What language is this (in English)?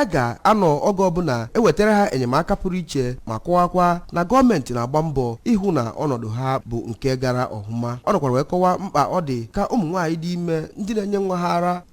Igbo